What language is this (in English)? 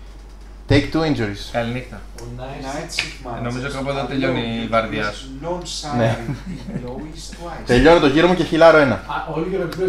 Greek